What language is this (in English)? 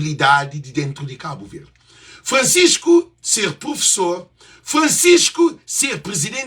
Kabuverdianu